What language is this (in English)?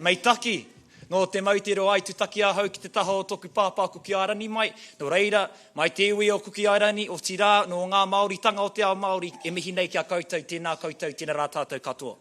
Māori